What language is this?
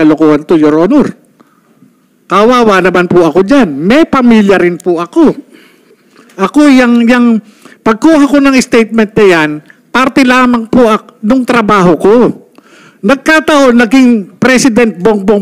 Filipino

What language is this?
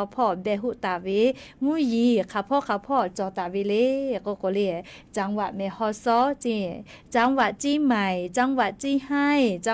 Lahu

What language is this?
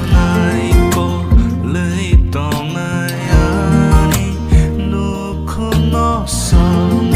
Kok Borok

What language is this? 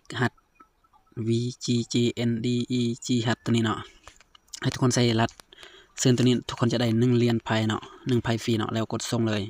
Lao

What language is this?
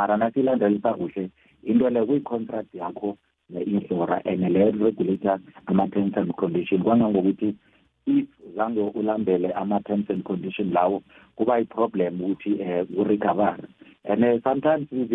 South Ndebele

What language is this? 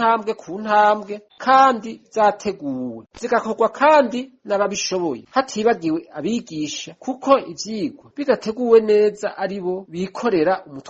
Rundi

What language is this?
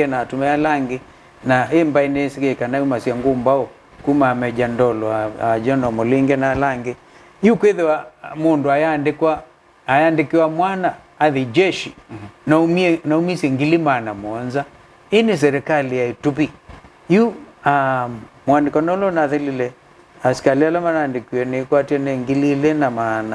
Kamba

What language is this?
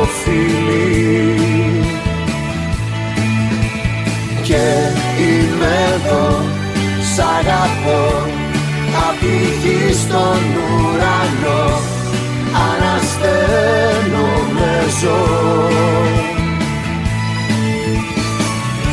Greek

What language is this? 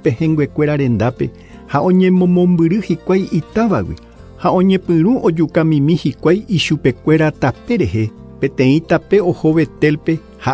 Guarani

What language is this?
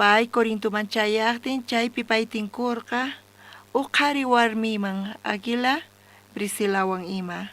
South Bolivian Quechua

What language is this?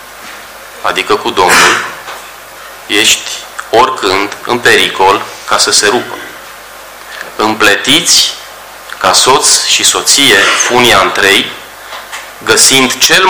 Romanian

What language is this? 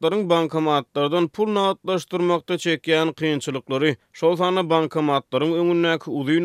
Turkmen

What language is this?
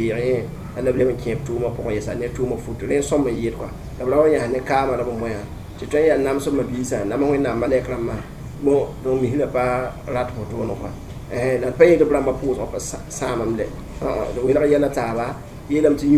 Mossi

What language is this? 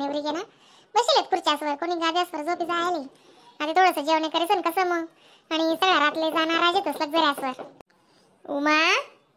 Khandesi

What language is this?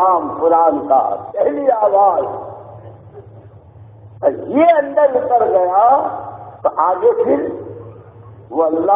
Urdu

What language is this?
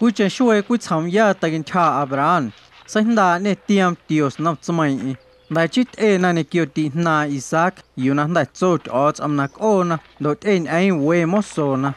Guerrero Amuzgo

